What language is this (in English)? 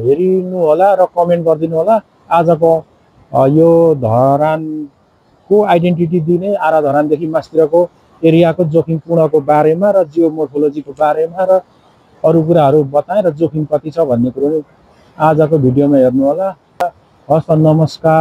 Nepali